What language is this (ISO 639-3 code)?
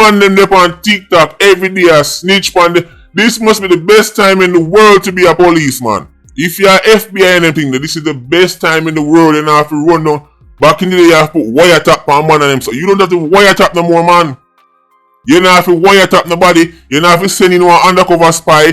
jam